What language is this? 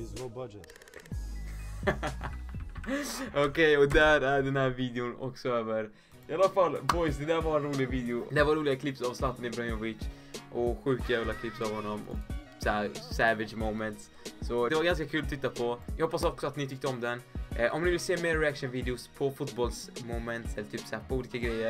Swedish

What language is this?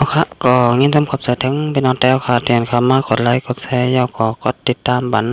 Shan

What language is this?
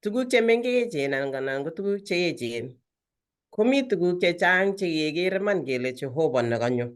Kalenjin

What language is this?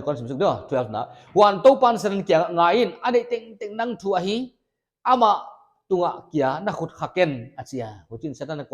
Paite Chin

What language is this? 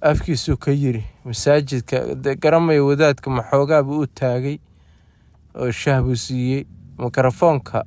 Somali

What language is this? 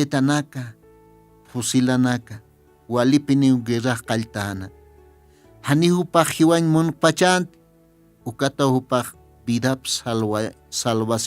Aymara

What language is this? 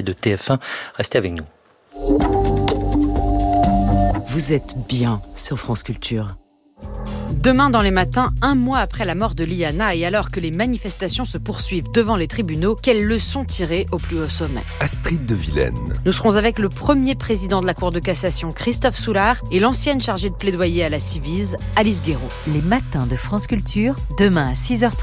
French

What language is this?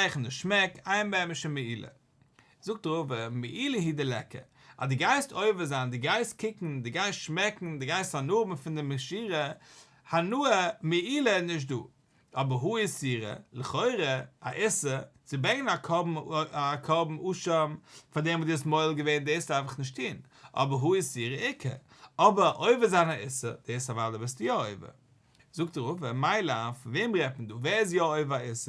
Yiddish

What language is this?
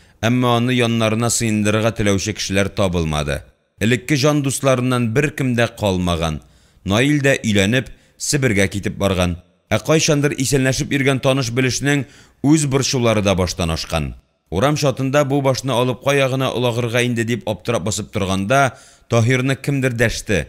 Tatar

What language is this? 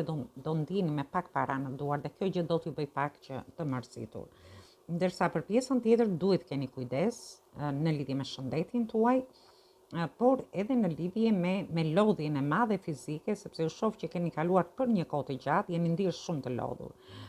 Albanian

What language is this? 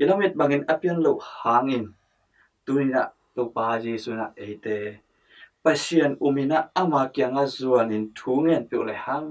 Tedim Chin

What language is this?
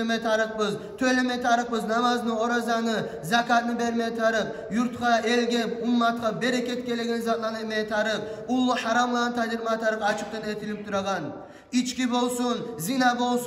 Kumyk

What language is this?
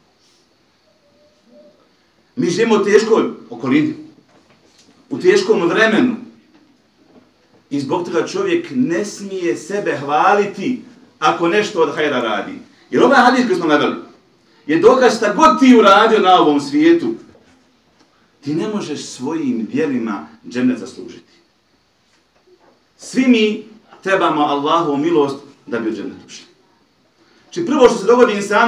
Bosnian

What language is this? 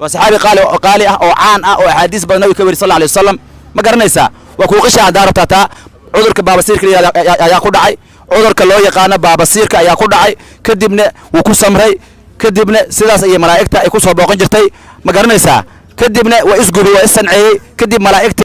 Somali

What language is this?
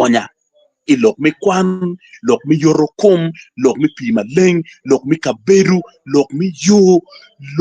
Acoli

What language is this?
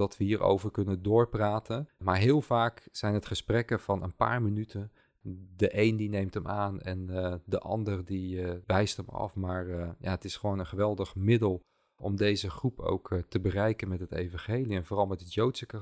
Dutch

